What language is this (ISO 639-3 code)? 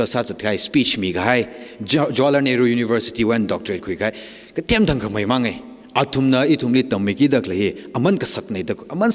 nmf